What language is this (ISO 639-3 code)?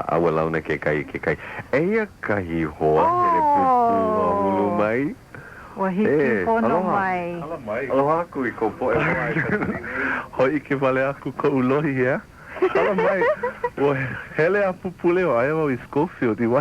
haw